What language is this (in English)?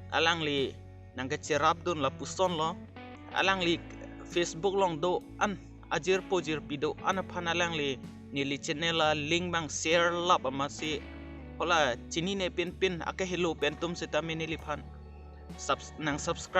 Karbi